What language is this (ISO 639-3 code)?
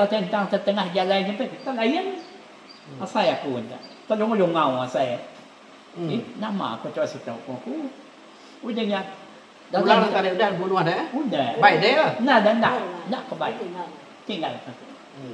iba